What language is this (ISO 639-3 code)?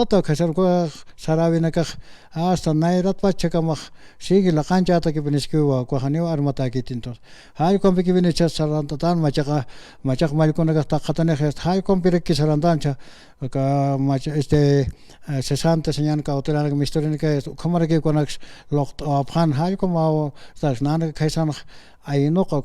aym